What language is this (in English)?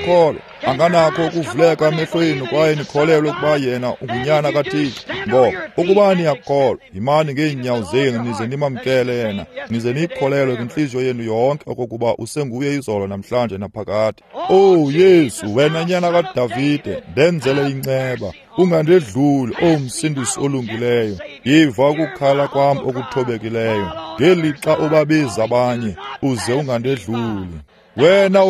Xhosa